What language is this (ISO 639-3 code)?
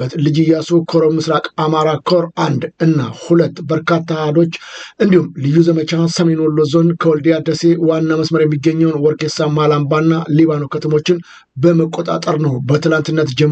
amh